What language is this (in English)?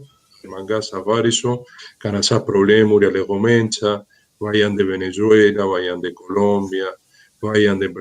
Romany